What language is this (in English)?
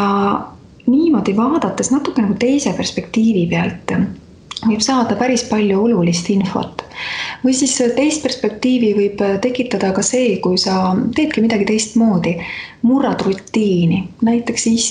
Estonian